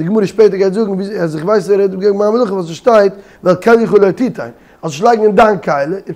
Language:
Yiddish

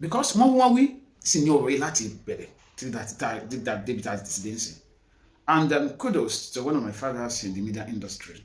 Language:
Yoruba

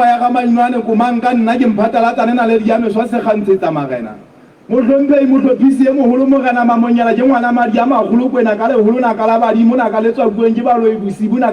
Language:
Southern Sotho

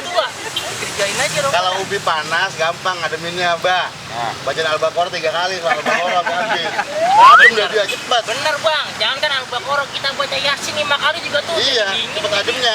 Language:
Betawi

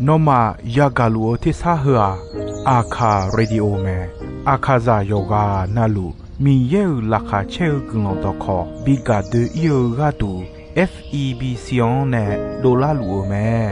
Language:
Akha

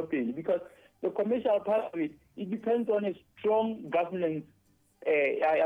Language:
Southern Sotho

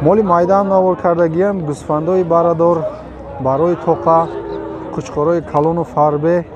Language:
Tajik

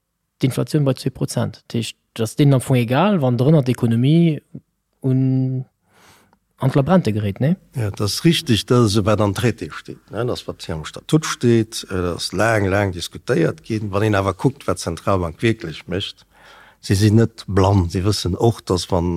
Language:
Luxembourgish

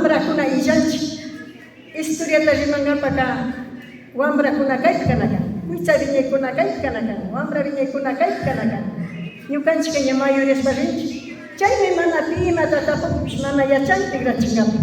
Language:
Imbabura Highland Quichua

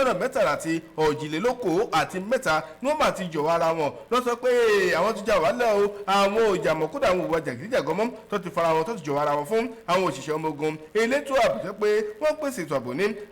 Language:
Yoruba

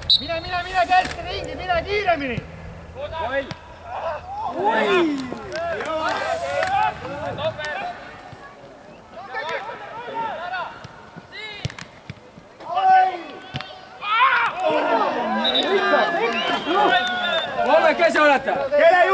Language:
Estonian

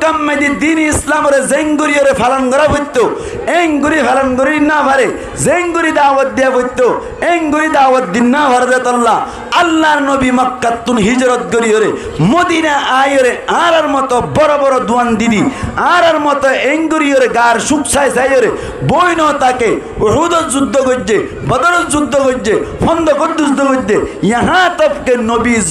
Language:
Rohingya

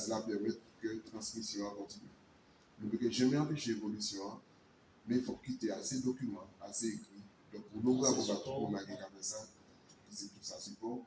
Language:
Guadeloupean Creole French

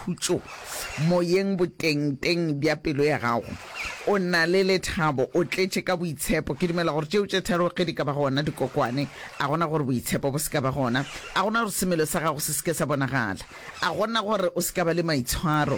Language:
Northern Sotho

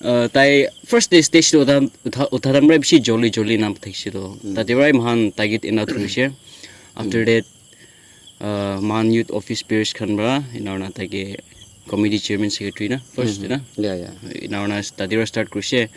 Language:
Naga Pidgin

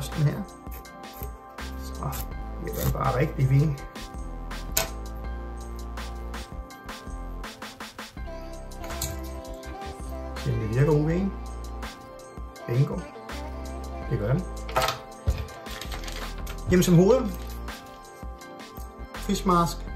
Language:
Danish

